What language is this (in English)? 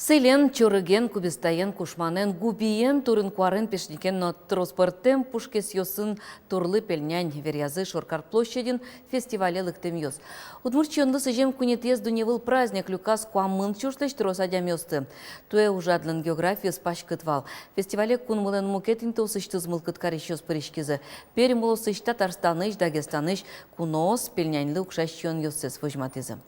Udmurt